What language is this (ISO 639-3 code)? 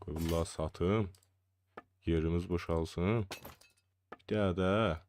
azb